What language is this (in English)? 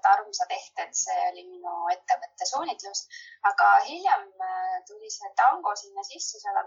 Estonian